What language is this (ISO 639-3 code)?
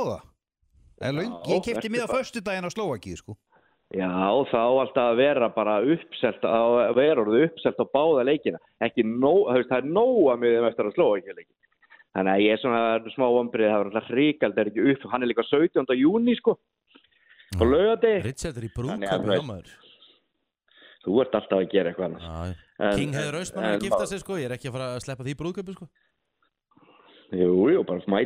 isl